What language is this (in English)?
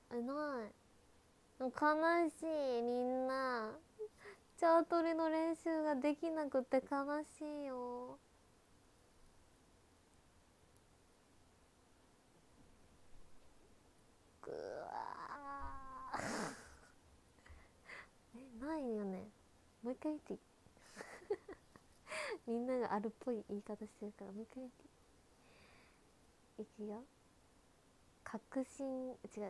Japanese